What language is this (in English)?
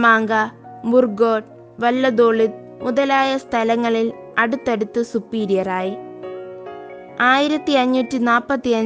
Malayalam